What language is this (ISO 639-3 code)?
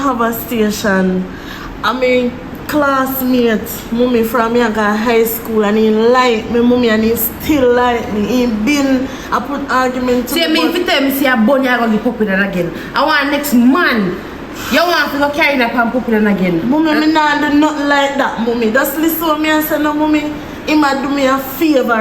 jam